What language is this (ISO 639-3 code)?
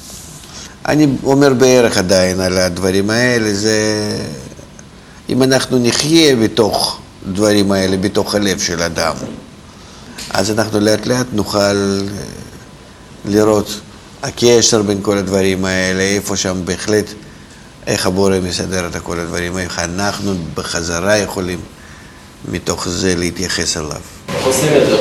heb